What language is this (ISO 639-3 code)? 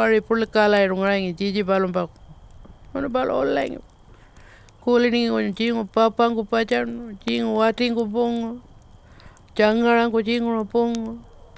pjt